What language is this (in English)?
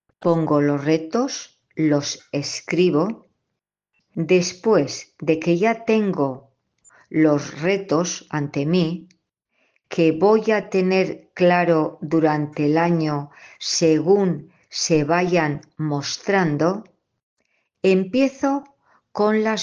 Spanish